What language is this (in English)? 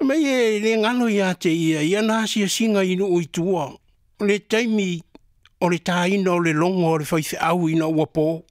Samoan